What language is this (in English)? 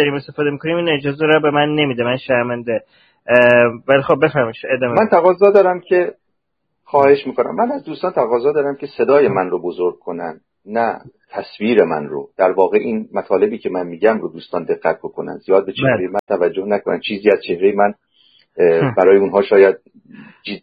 Persian